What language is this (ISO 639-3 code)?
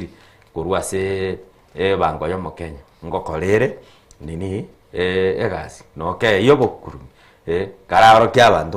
guz